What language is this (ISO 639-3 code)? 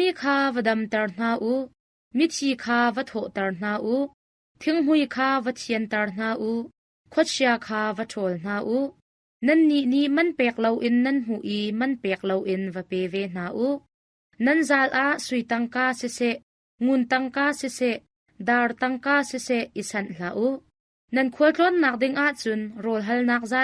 cnh